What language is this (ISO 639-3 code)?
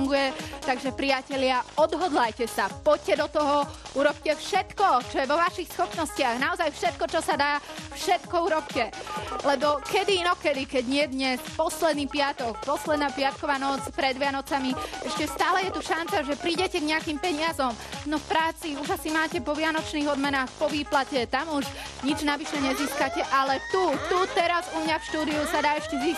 slk